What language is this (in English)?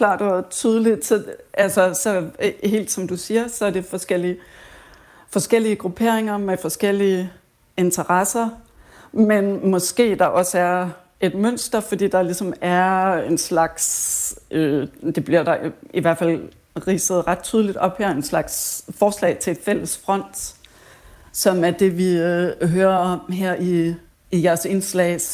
Danish